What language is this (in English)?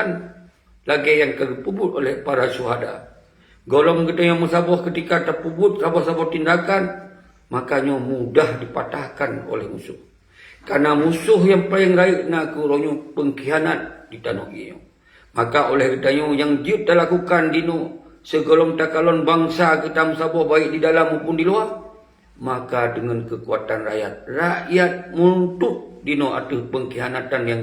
Achinese